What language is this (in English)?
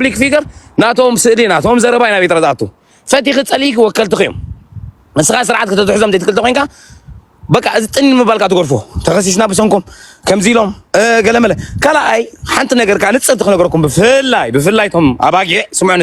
Tigrinya